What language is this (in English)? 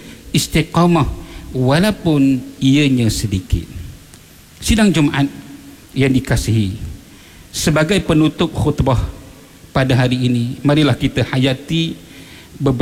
Malay